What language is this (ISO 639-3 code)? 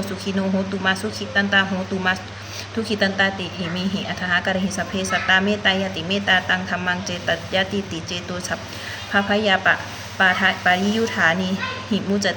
pli